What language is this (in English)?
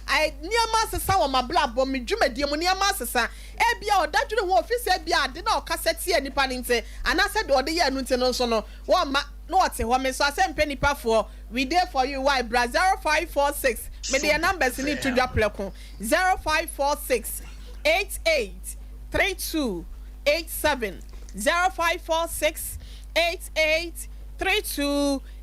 Akan